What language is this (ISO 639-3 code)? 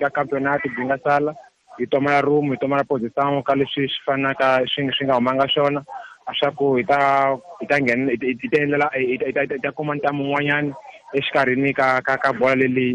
tso